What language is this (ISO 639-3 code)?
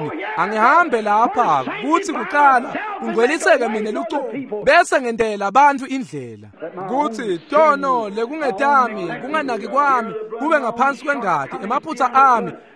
ssw